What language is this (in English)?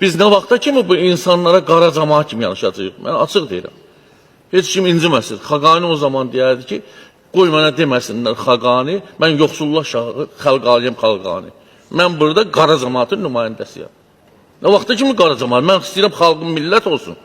Azerbaijani